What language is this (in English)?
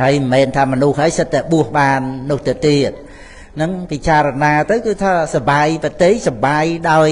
Khmer